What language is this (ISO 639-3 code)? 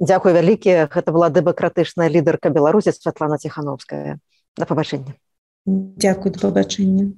bel